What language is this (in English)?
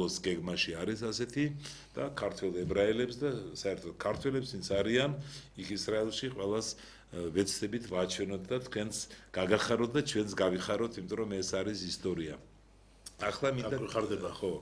Georgian